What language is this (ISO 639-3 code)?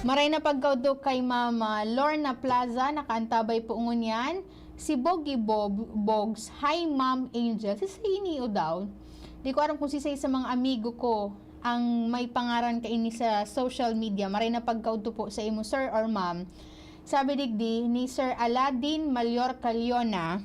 bik